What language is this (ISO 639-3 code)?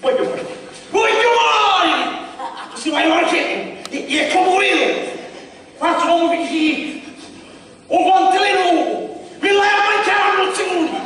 scn